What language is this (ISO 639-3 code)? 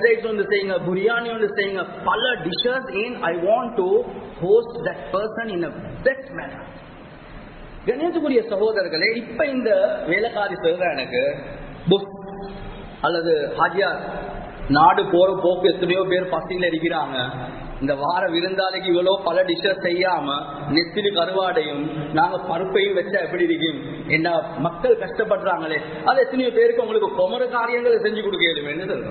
tam